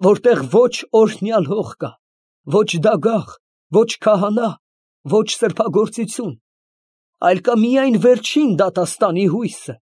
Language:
Armenian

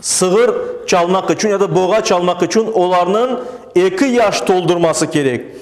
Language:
Crimean Tatar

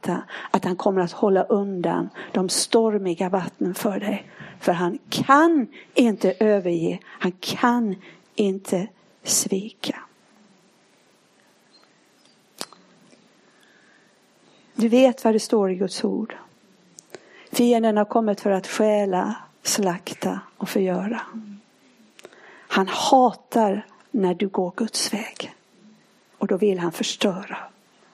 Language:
Swedish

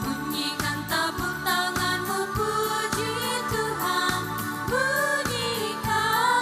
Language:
Ambonese Malay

